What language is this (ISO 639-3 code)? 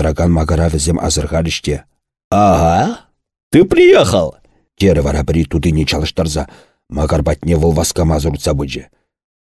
chv